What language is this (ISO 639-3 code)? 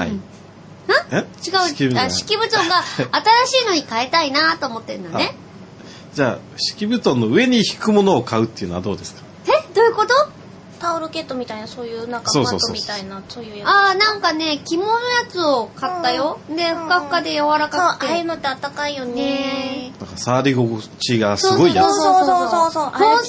jpn